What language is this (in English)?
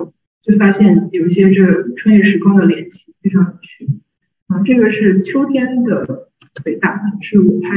Chinese